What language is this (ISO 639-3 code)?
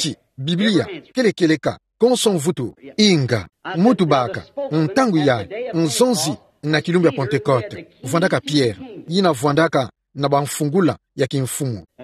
ktu